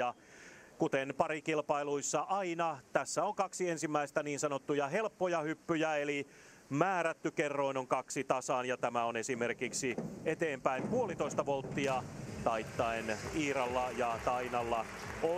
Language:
Finnish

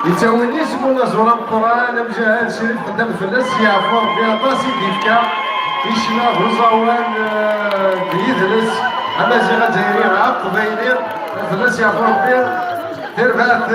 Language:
Kabyle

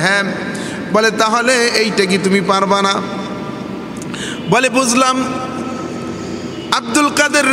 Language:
Bangla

